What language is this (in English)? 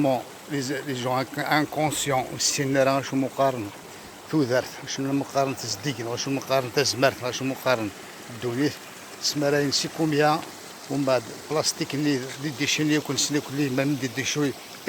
Kabyle